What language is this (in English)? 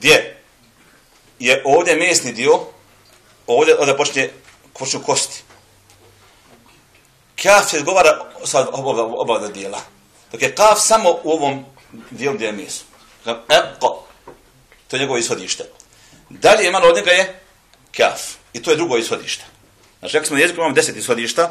Bosnian